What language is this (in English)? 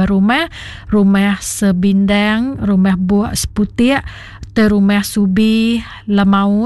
Iban